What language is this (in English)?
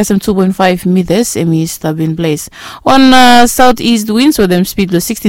Bislama